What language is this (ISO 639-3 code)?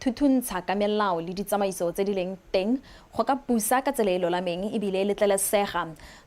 tsn